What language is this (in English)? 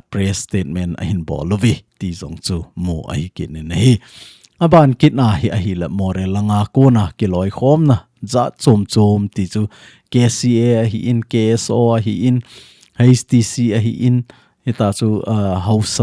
Thado Chin